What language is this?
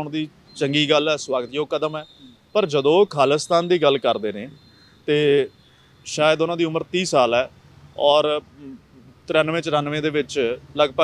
Punjabi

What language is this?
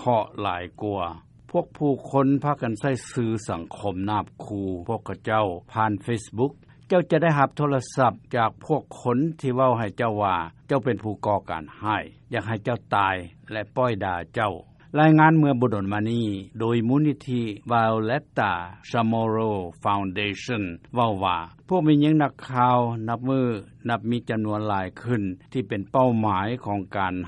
Lao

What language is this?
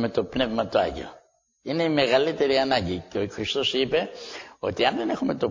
Greek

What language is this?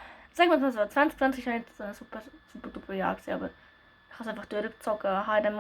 Swiss German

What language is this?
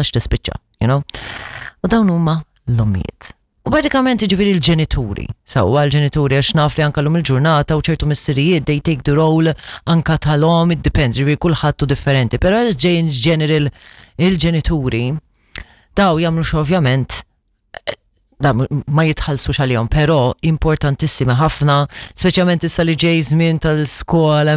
Maltese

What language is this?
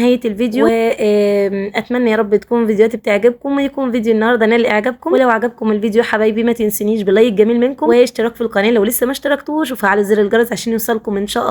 Egyptian Arabic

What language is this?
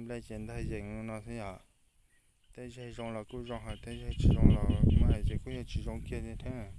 Hmong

